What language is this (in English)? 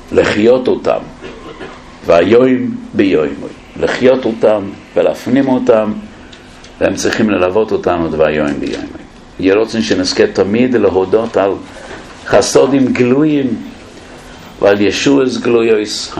Hebrew